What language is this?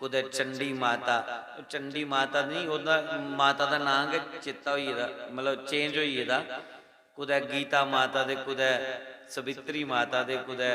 Dogri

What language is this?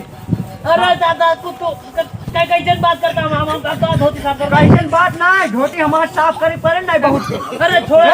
Awadhi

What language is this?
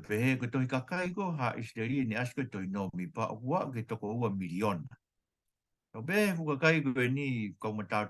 Tongan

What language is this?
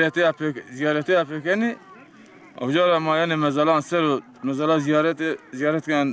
Zaza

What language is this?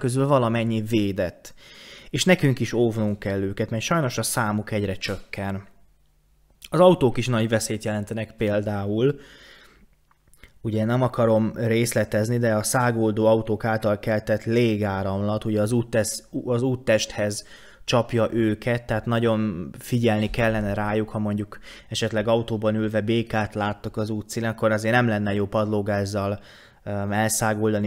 Hungarian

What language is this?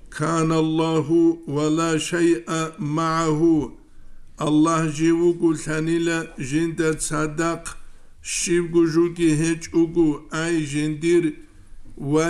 Avaric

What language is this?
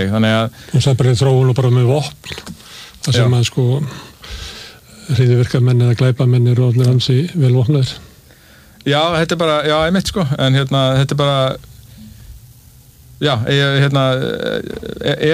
Icelandic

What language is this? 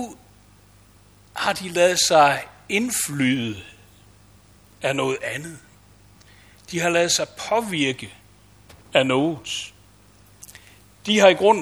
Danish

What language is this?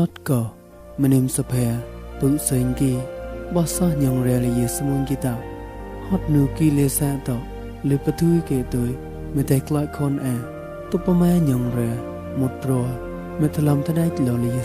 Mon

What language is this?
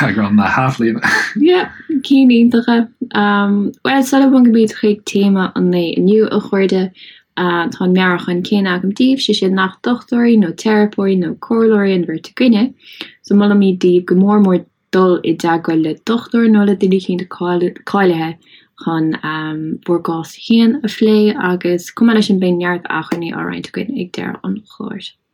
Irish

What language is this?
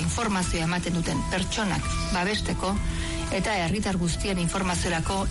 Basque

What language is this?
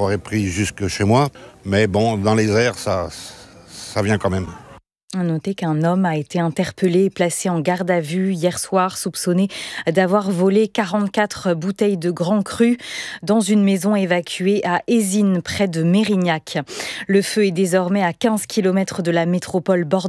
French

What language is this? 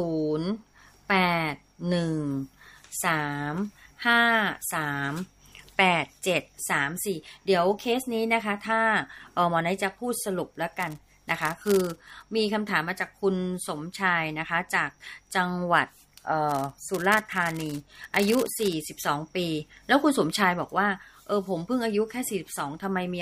Thai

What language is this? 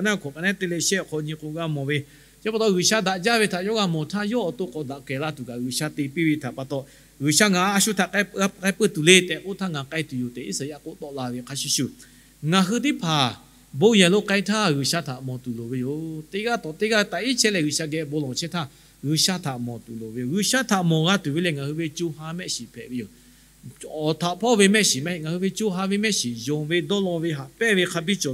Lahu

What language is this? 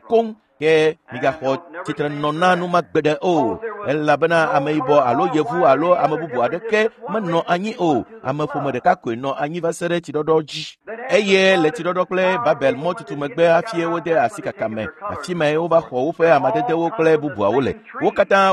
Ewe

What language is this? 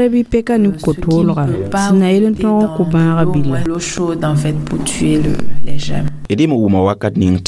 Mossi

